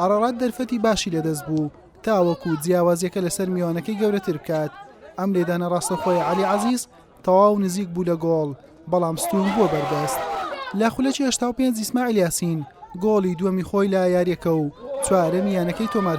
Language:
Central Kurdish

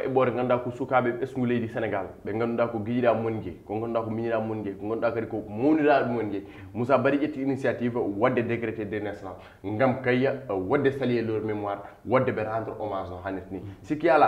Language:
Fula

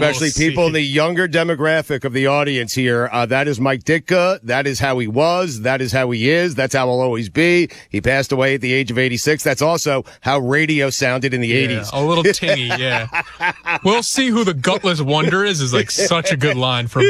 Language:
English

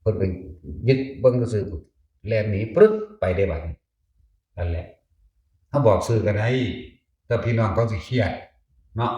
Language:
Northeastern Thai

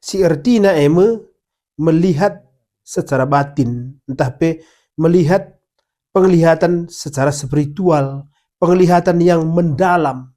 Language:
Batak Karo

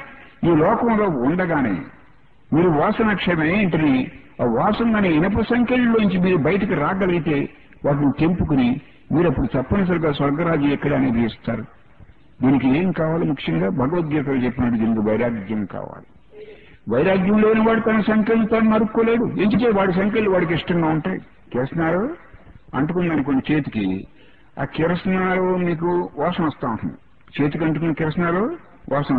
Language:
Telugu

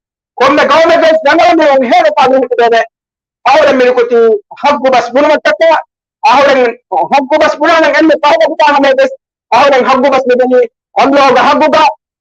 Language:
Divehi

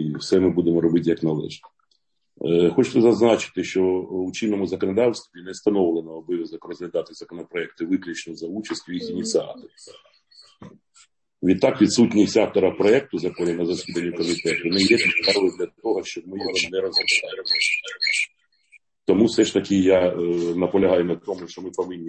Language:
Ukrainian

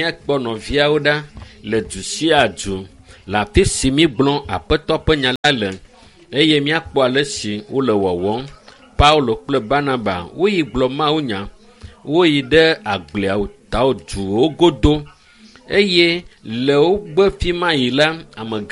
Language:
Ewe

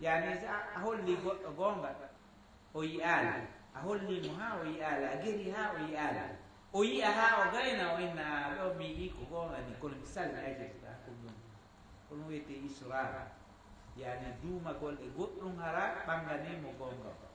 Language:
Fula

